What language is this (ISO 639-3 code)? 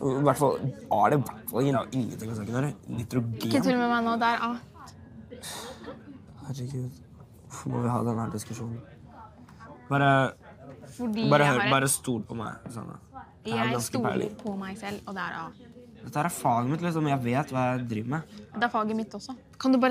nor